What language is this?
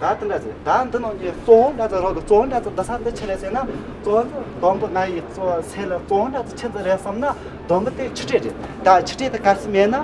Tibetan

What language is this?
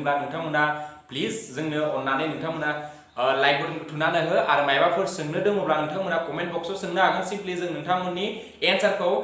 Bodo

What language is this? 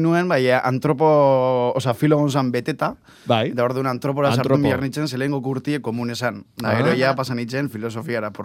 Basque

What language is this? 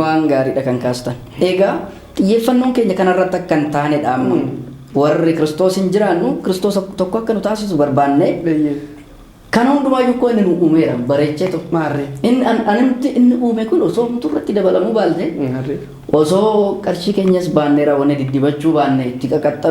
Oromo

